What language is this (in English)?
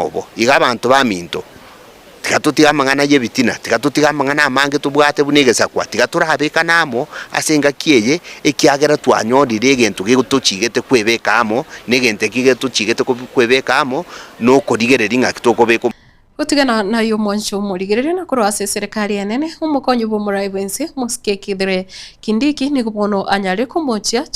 Gusii